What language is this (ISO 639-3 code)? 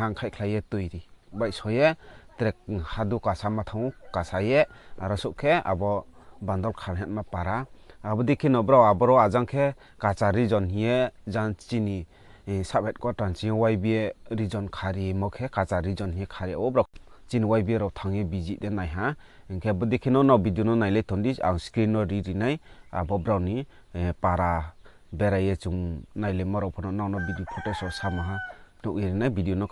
ria